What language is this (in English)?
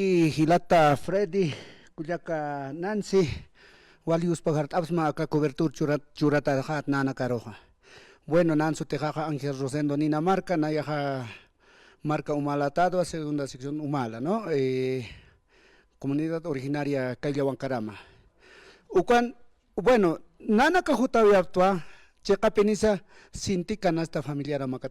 Aymara